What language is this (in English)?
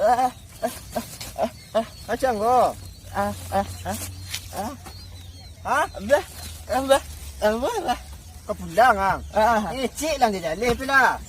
Minangkabau